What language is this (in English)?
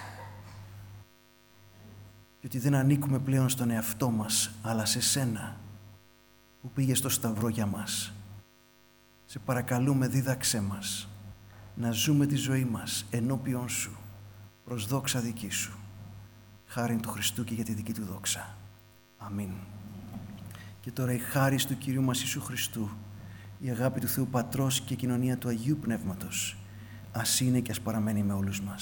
Greek